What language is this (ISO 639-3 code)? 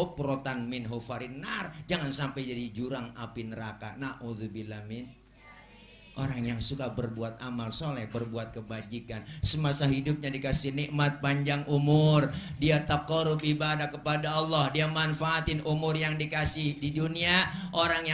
bew